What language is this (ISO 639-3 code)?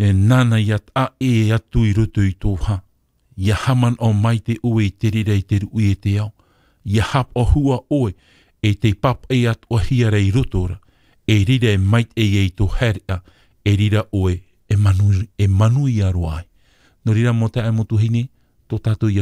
tah